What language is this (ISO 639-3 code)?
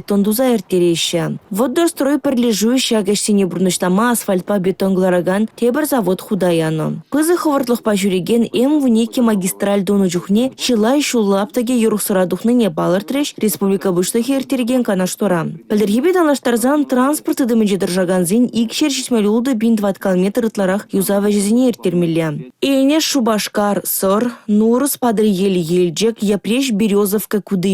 chv